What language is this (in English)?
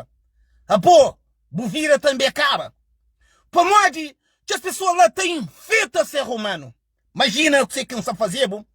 Kabuverdianu